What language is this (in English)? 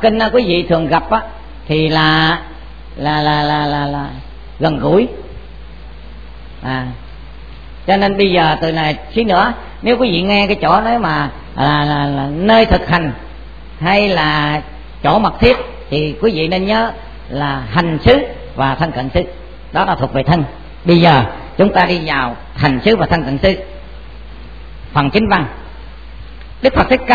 Vietnamese